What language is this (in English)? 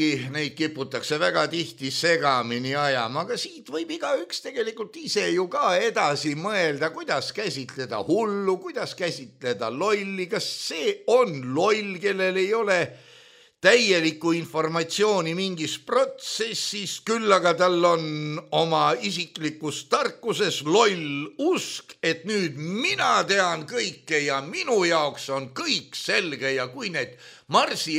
Estonian